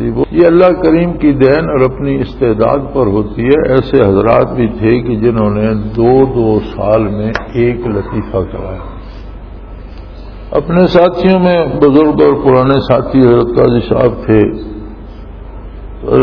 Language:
Urdu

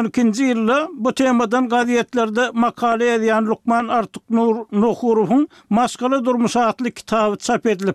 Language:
Turkmen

